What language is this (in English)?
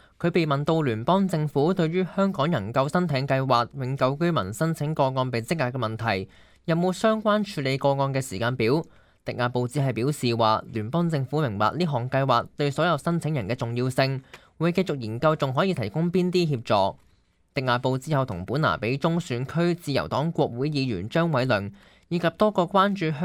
Cantonese